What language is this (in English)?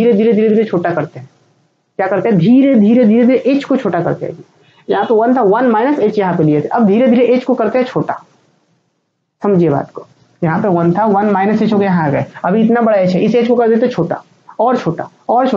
Hindi